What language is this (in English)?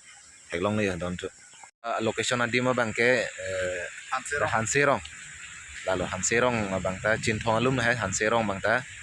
Karbi